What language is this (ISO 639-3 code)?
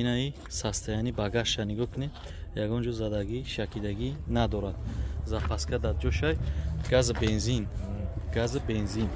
tgk